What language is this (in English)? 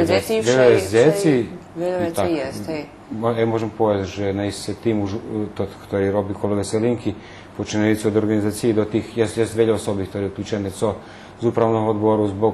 Rusyn